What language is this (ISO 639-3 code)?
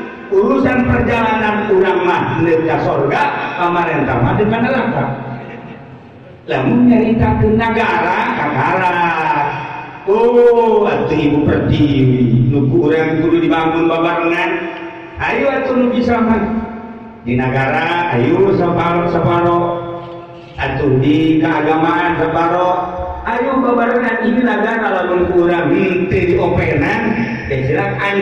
sun